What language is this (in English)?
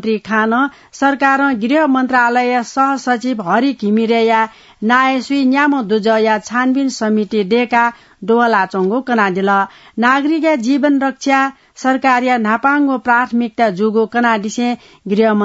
Newari